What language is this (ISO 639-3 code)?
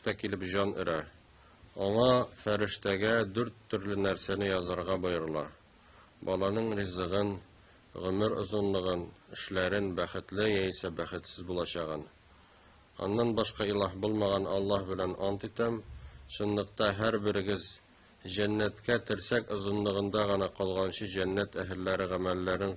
tat